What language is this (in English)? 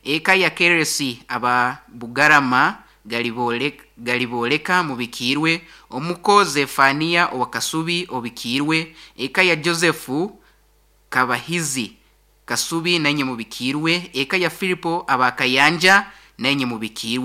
Nyoro